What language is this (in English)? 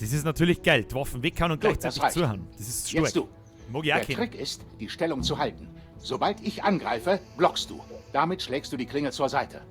Bavarian